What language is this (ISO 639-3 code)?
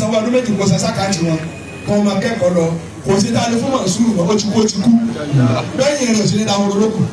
yor